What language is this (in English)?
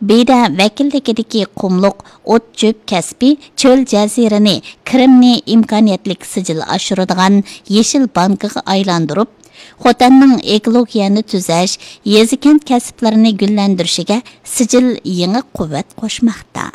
Uyghur